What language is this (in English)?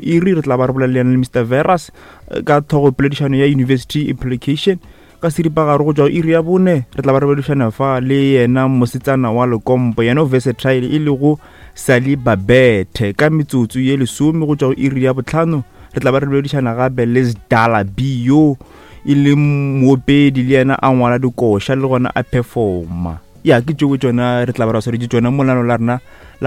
Northern Sotho